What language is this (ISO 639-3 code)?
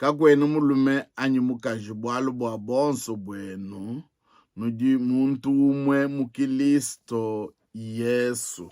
lua